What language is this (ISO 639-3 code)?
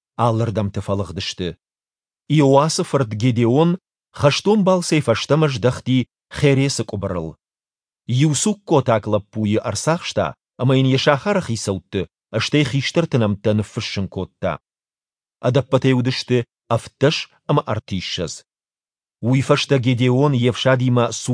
oss